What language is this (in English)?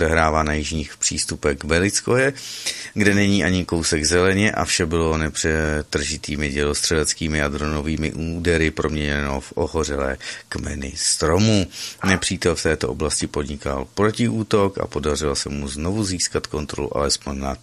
Czech